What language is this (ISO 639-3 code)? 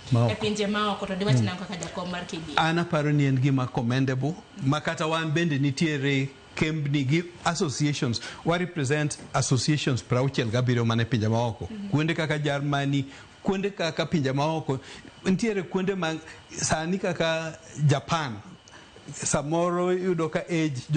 luo